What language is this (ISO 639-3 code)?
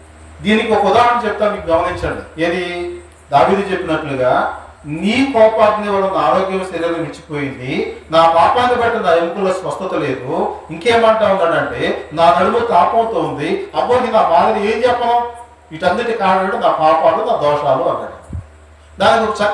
tel